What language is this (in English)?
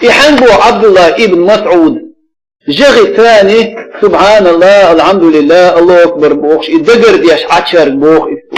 Chechen